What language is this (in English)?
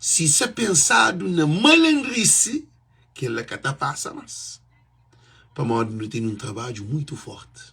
Kabuverdianu